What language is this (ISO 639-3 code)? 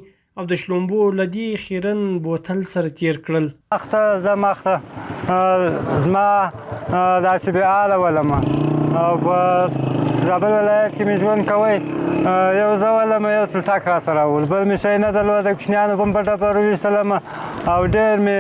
pus